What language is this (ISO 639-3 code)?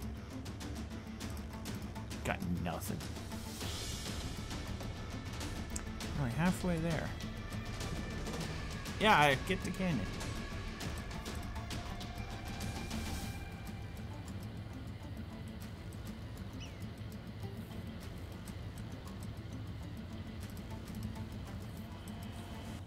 eng